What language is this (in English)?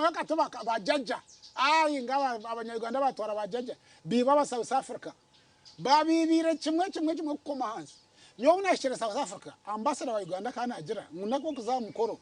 Nyankole